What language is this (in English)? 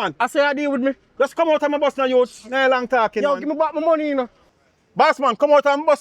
Jamaican Creole English